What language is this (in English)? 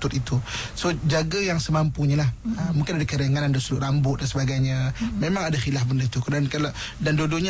Malay